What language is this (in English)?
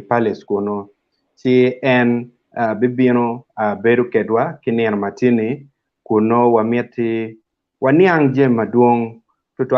Acoli